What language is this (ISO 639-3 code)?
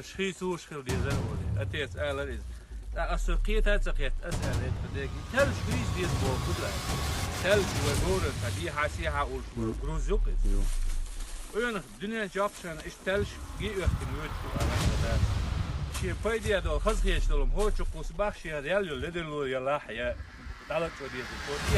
che